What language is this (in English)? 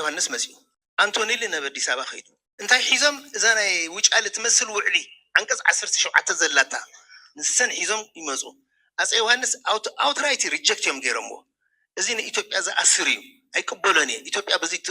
Tigrinya